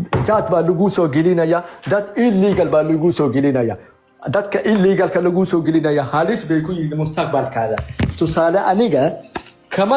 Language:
Somali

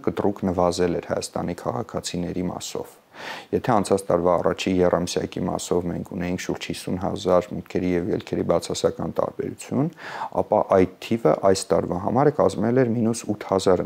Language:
Armenian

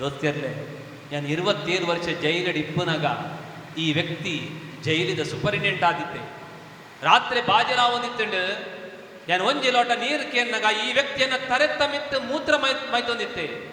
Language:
Tulu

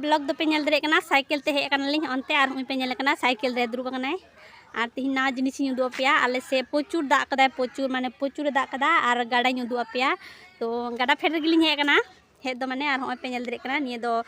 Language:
Santali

